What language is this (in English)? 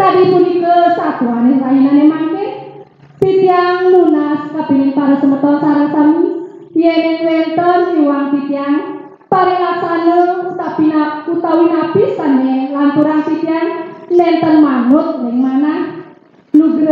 Balinese